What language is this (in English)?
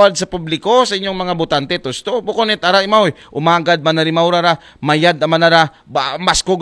Aklanon